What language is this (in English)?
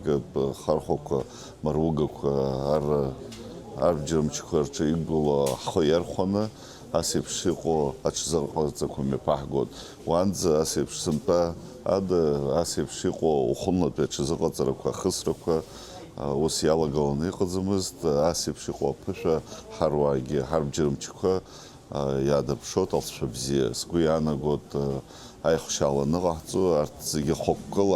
Abkhazian